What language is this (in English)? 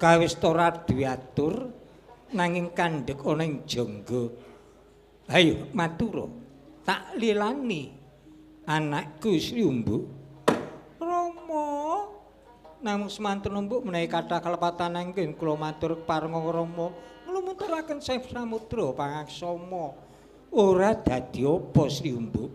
Javanese